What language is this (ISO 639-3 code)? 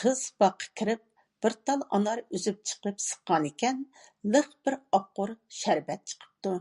uig